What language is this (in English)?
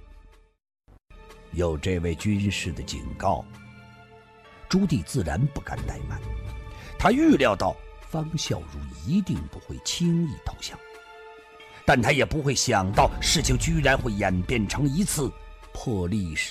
Chinese